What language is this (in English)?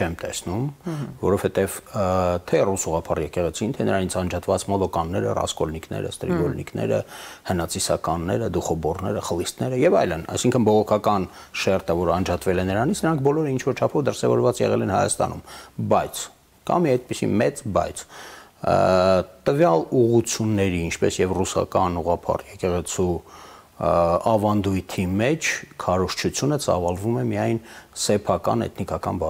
Armenian